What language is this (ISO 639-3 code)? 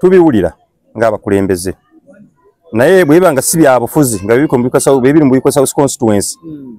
lug